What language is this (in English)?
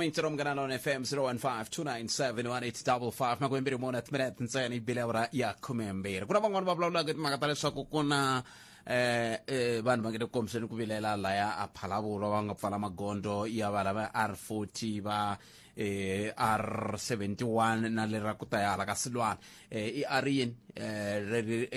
Tsonga